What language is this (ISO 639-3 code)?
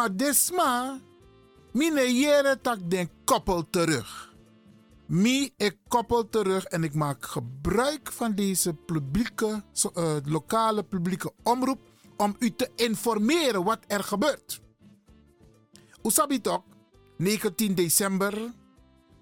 nld